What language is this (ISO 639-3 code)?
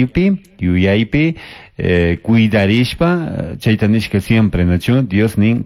qug